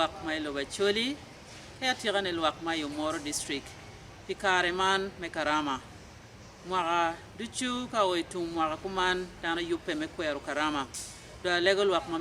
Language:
Acoli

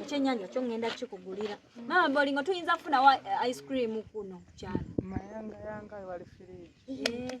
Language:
Ganda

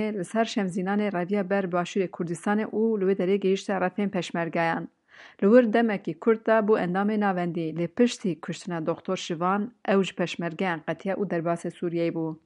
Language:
Kurdish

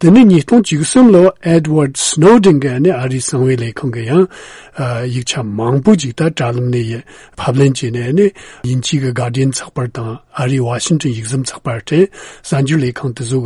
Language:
Tibetan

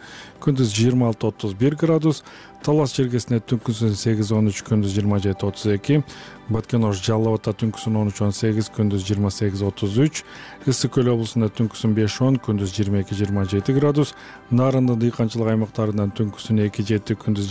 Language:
Kyrgyz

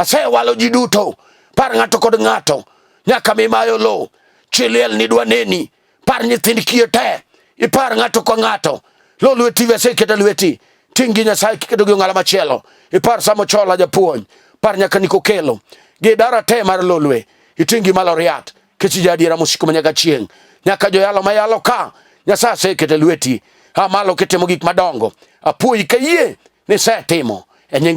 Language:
Luo (Kenya and Tanzania)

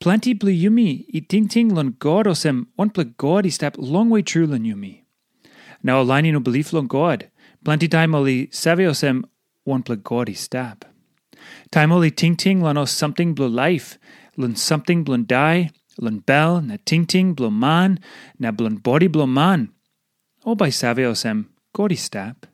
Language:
Tok Pisin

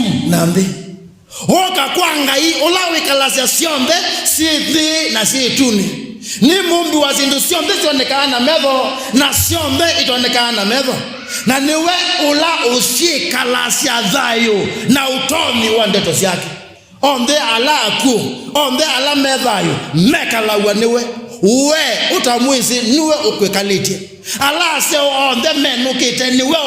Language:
Kamba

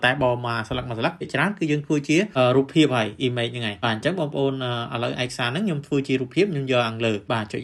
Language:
Khmer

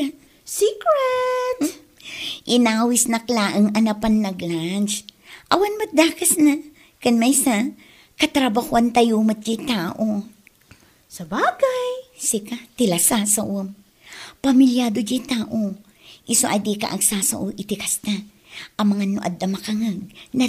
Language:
Iloko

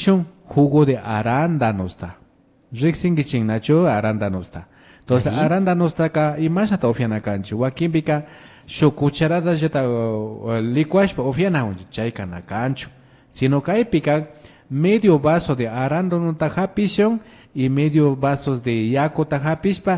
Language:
Imbabura Highland Quichua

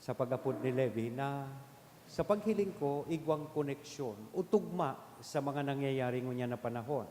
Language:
Bikol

